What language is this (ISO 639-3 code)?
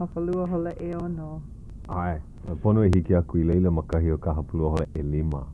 haw